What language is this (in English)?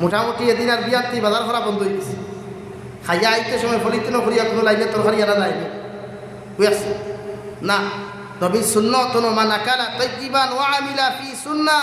Sylheti